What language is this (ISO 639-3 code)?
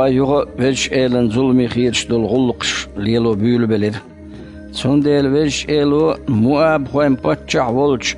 che